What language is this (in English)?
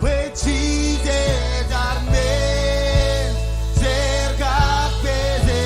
Marshallese